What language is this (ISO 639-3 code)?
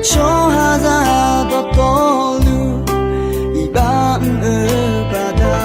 ahk